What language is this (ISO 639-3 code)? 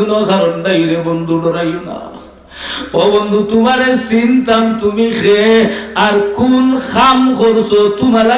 syl